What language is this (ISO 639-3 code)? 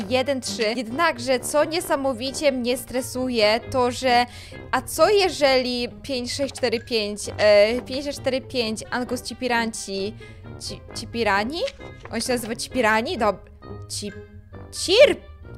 pol